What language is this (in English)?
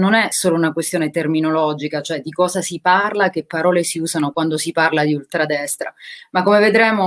Italian